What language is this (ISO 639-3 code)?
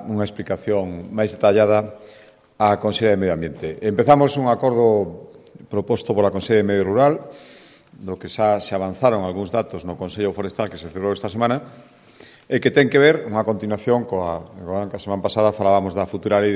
glg